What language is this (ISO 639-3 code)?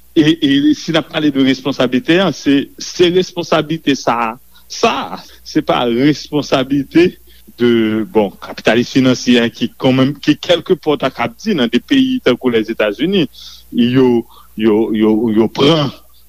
hat